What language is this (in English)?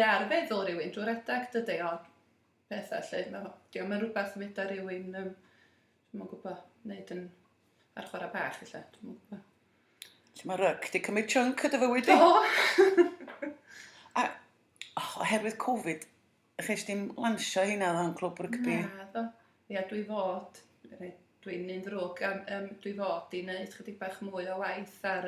Welsh